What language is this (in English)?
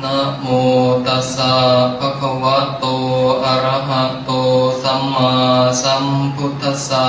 Pali